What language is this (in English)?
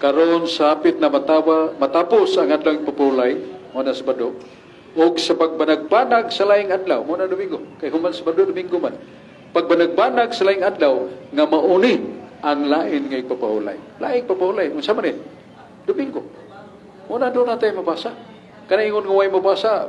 Cebuano